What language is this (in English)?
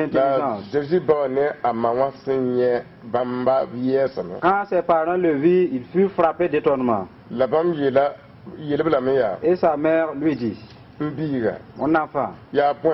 Mossi